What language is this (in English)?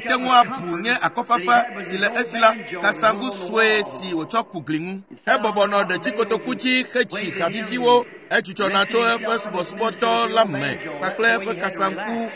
Ewe